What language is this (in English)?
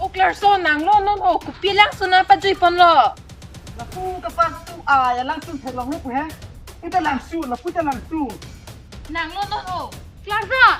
Karbi